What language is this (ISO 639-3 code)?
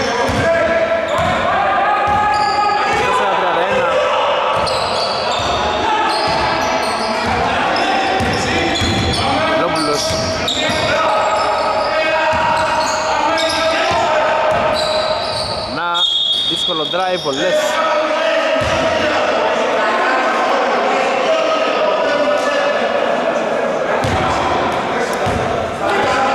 ell